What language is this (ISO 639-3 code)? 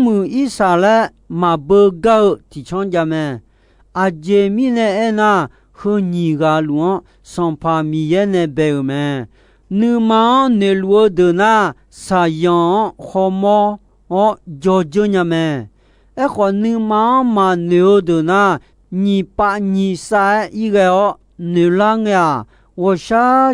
ahk